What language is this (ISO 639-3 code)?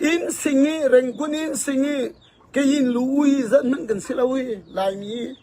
cfm